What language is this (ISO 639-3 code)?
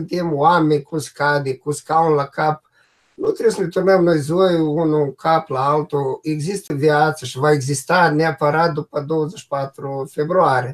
ron